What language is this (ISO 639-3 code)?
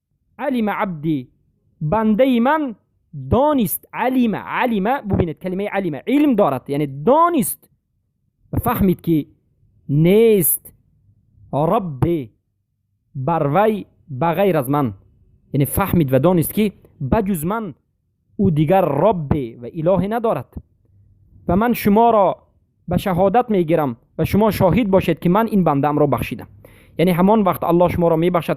fas